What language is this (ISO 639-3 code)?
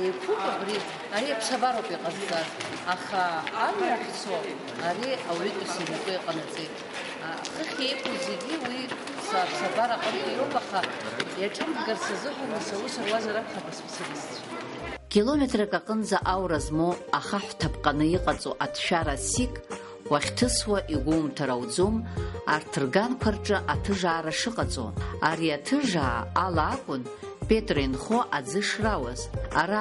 abk